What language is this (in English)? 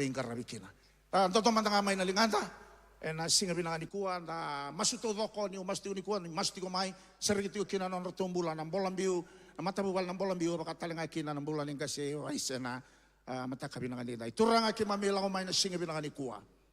Fijian